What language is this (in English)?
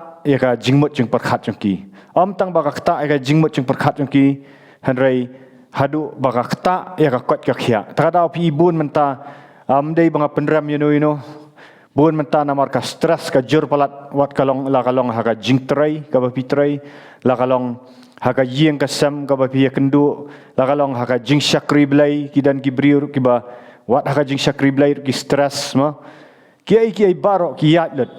Khasi